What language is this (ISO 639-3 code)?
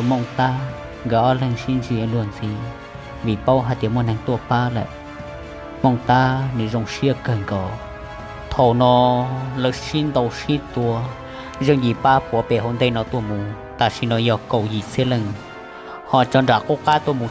hmn